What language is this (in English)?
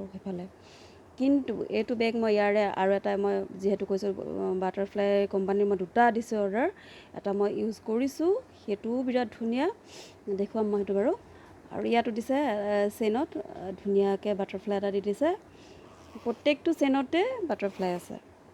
Assamese